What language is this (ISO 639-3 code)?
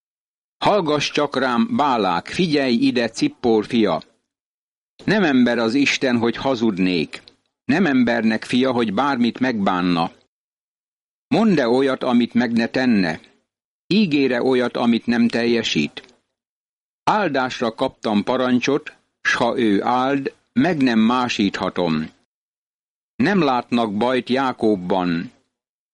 hun